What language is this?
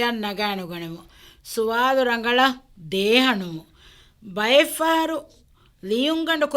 Divehi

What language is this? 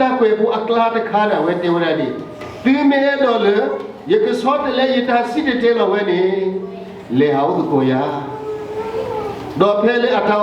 S'gaw Karen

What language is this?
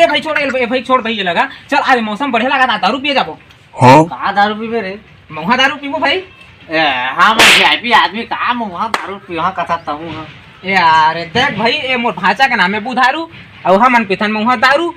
Chhattisgarhi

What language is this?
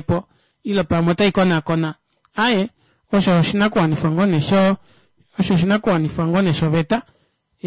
Kuanyama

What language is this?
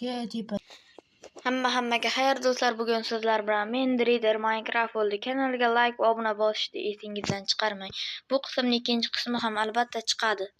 Uzbek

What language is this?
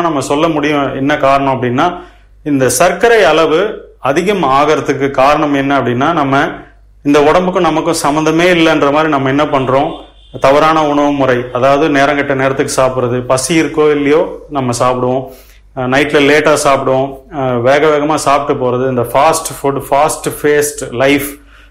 Tamil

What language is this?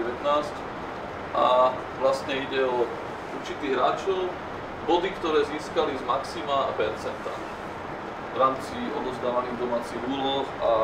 Slovak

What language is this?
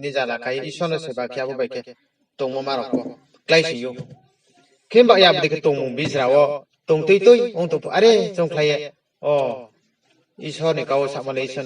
Riang (India)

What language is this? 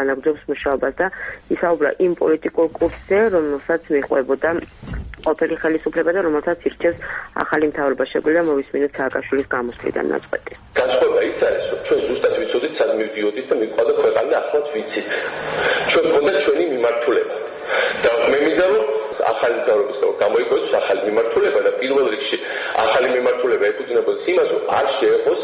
Georgian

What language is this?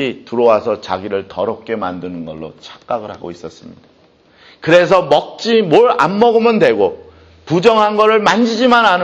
Korean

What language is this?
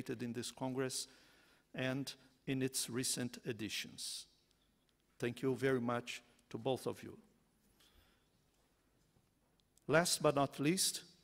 Catalan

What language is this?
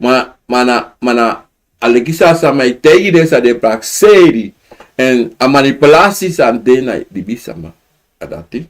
Sranan Tongo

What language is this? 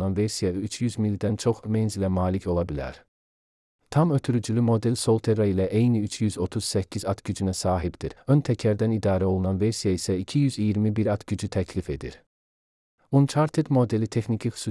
Azerbaijani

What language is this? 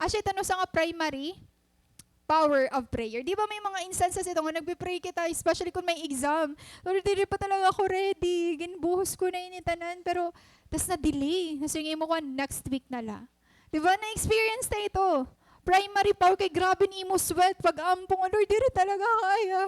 Waray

